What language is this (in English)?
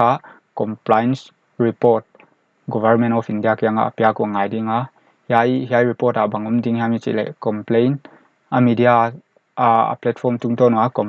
Paite Chin